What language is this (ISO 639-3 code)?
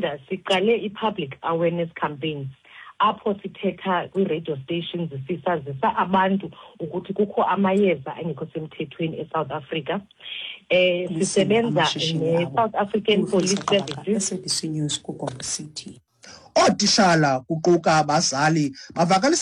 xho